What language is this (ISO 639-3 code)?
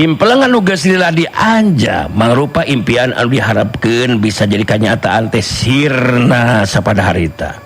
sun